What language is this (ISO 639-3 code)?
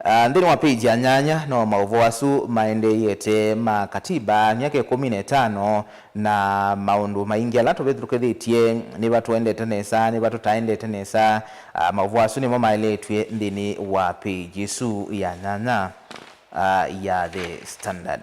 kam